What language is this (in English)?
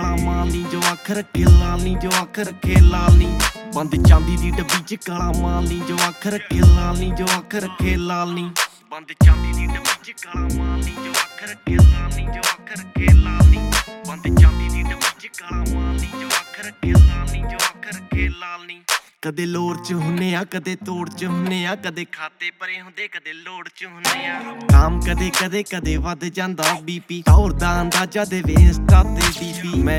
Punjabi